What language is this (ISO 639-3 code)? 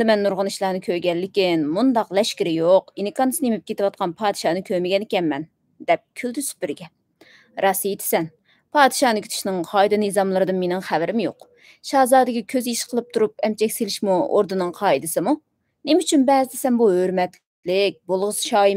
uig